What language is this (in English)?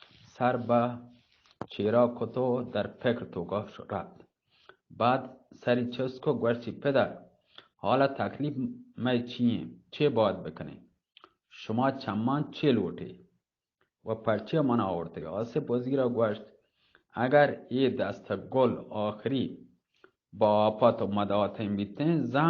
Eastern Balochi